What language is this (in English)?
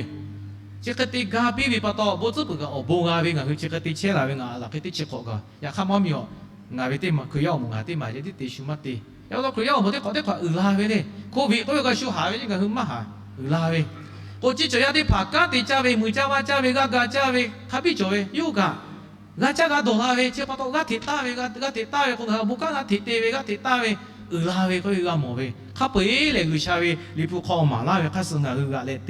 Lahu